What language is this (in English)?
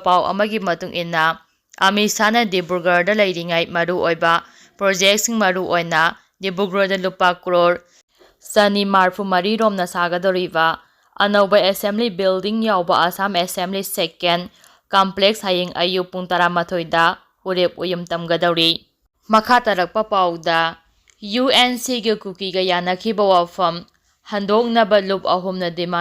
Manipuri